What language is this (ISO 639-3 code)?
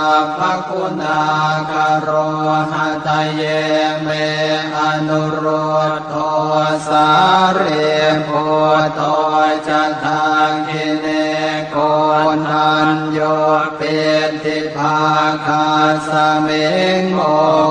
pli